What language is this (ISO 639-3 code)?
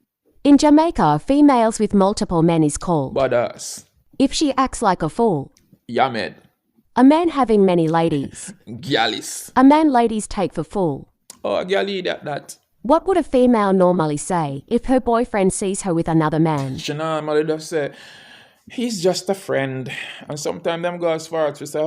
jam